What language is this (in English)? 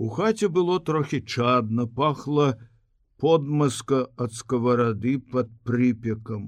Belarusian